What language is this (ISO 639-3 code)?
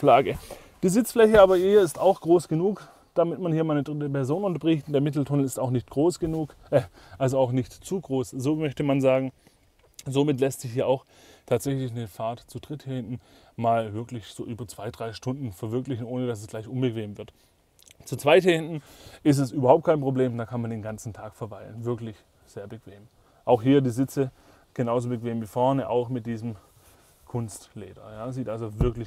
deu